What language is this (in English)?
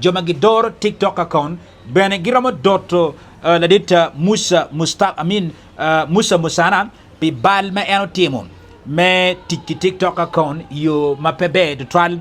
Acoli